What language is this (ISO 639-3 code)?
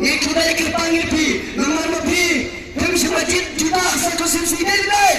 kha